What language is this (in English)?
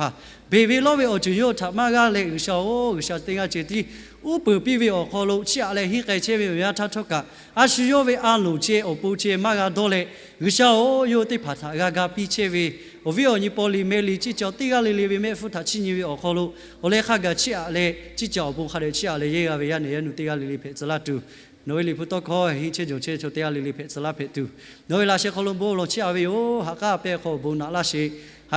Lahu